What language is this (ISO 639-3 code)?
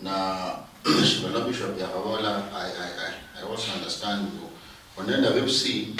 luy